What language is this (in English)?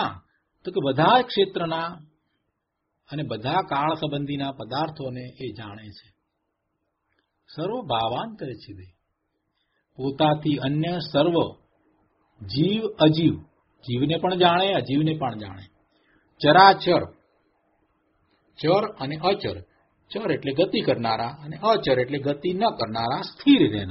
Gujarati